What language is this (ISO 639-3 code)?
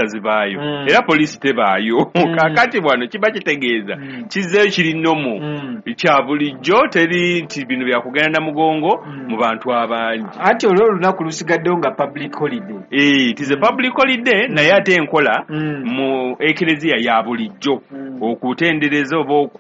lug